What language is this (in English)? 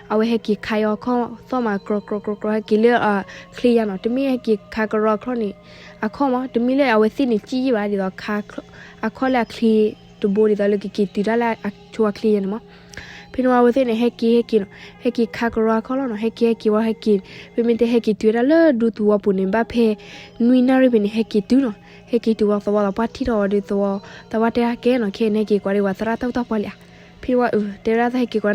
S'gaw Karen